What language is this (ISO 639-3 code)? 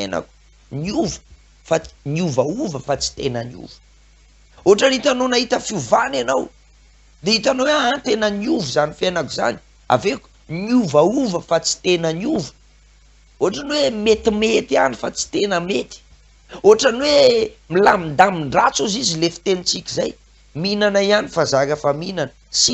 mlg